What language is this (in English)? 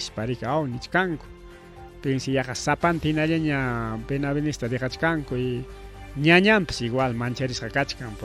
Ayacucho Quechua